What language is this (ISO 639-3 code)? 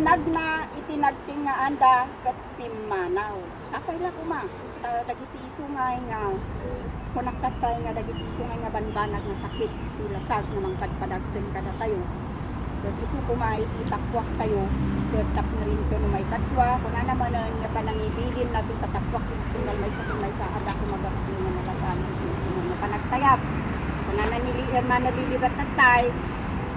ilo